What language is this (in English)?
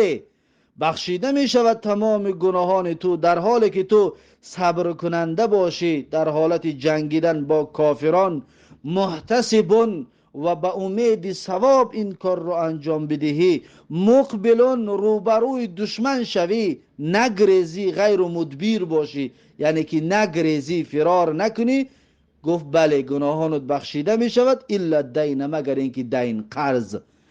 Tajik